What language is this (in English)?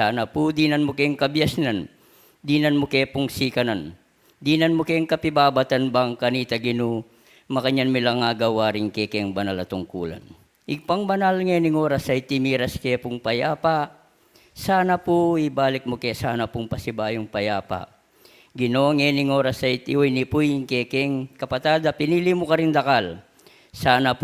Pampanga